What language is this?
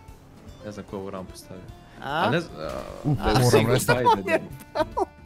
Bosnian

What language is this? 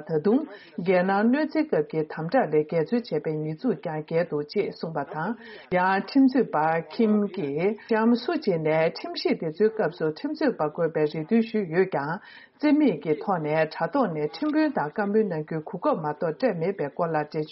Tibetan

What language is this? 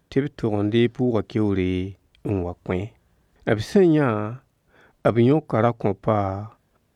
Mossi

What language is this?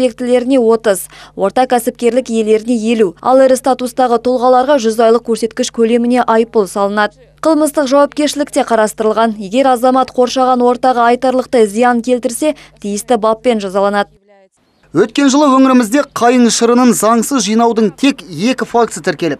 Kazakh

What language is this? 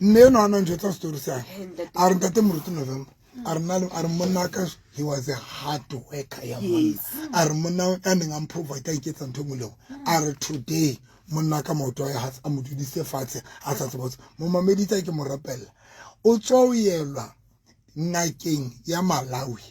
Southern Sotho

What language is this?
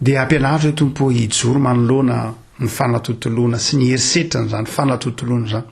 Malagasy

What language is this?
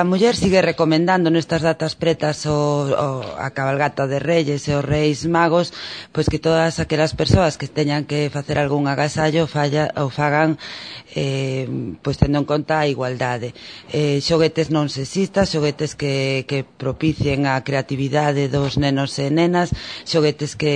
Galician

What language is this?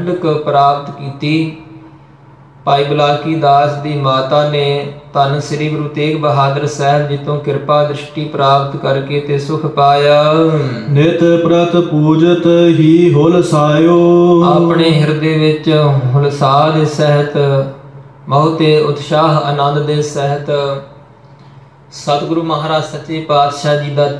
Punjabi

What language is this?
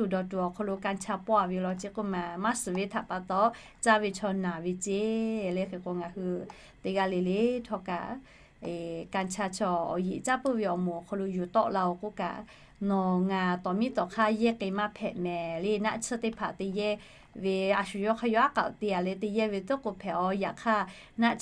Lahu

